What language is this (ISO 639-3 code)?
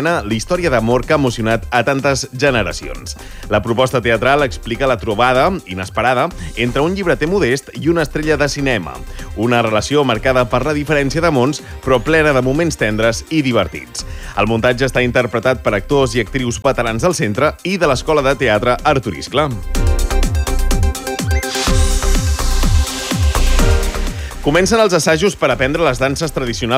cat